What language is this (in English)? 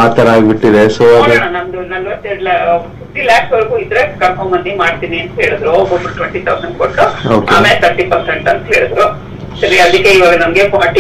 Kannada